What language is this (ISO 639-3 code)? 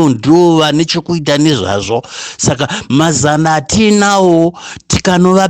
sna